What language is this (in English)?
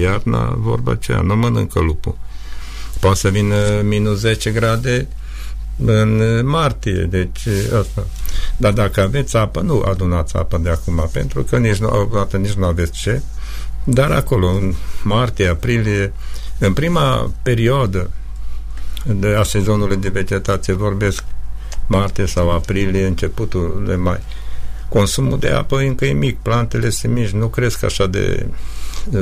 Romanian